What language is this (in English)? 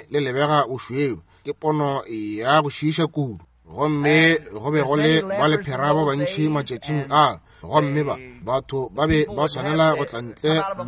Northern Sotho